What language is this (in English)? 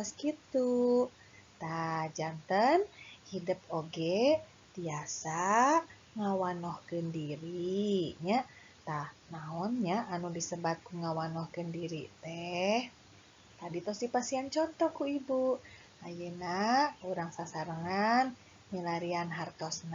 Sundanese